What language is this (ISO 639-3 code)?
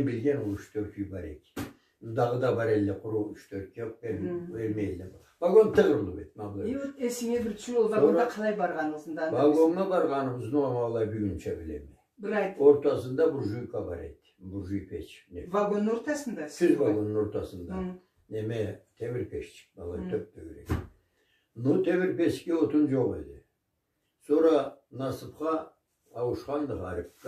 krc